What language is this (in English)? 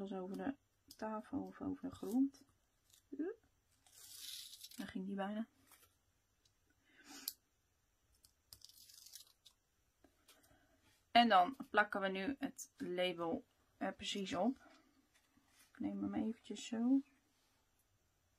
Dutch